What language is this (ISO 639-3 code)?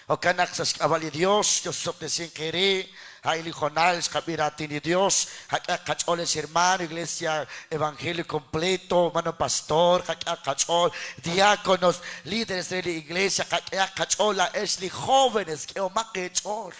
kek